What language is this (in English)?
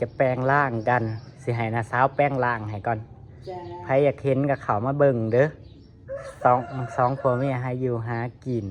Northeastern Thai